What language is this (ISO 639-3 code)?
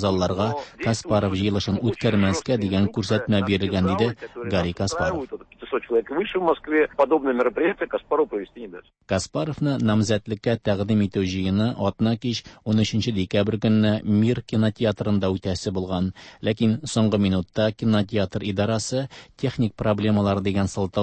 tat